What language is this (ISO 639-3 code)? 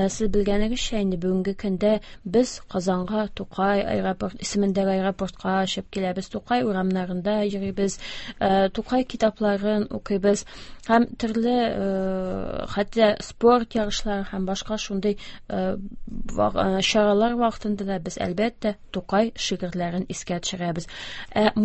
tat